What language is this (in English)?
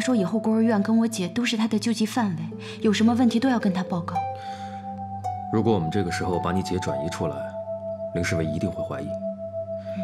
Chinese